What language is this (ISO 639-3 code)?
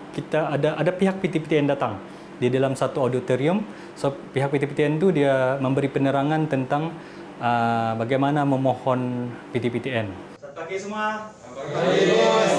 msa